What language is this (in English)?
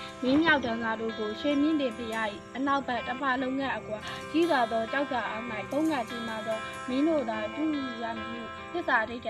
Burmese